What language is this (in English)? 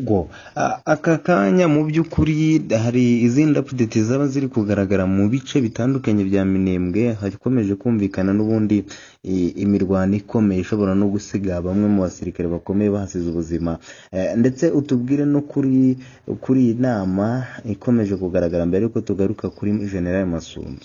Kinyarwanda